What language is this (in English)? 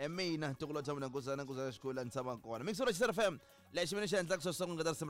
Tsonga